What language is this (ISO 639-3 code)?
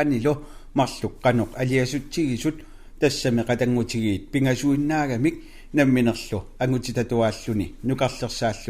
kal